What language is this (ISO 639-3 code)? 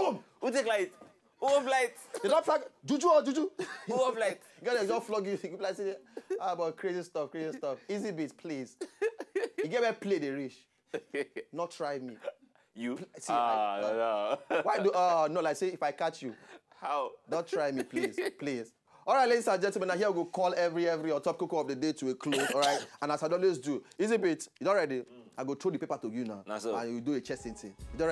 pcm